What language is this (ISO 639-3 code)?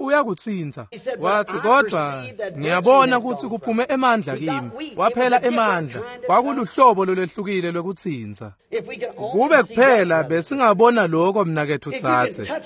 ssw